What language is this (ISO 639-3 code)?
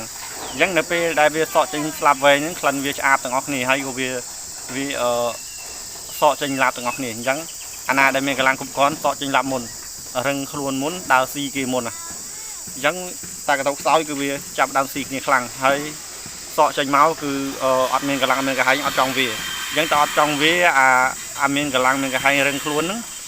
khm